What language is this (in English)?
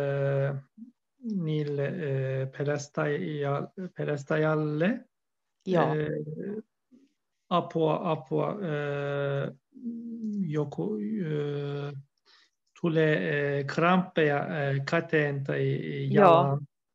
Finnish